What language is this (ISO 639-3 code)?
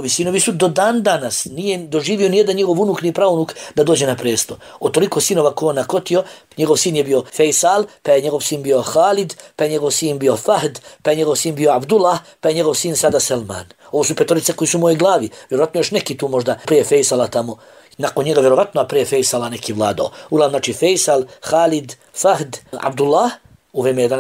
bos